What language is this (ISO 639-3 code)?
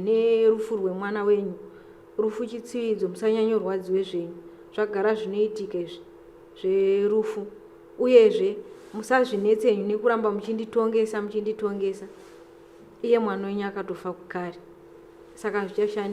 sna